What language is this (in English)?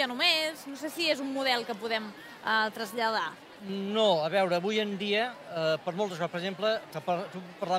Catalan